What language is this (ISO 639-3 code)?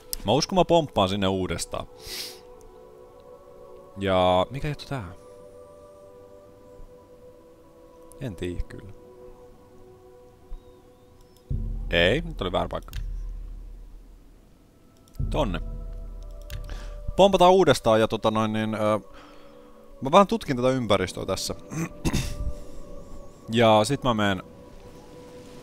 fin